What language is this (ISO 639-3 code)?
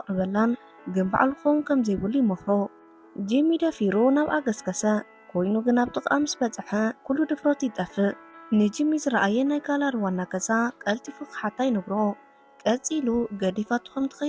tir